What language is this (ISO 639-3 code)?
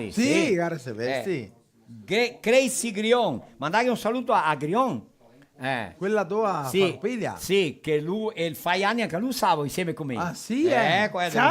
vec